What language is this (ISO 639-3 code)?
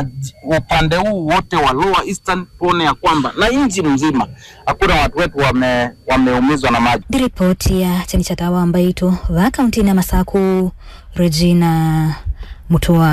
kam